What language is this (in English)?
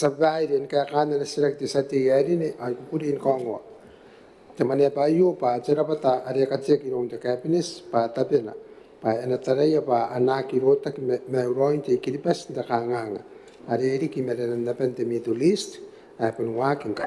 Gilbertese